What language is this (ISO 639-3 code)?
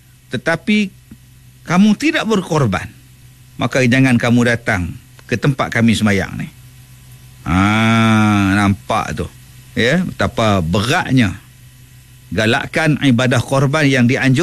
msa